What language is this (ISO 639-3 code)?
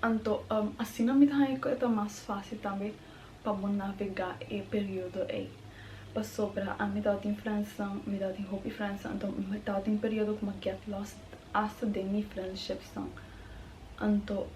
pap